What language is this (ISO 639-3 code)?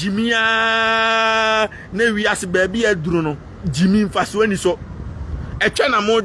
aka